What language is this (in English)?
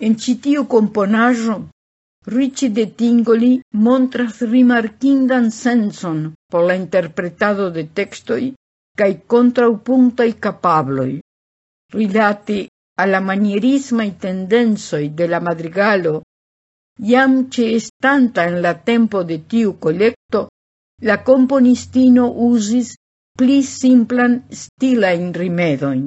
Esperanto